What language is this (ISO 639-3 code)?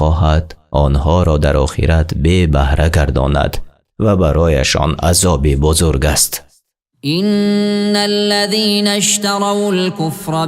tgk